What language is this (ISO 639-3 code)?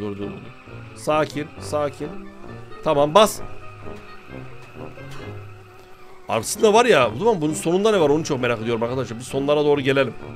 tur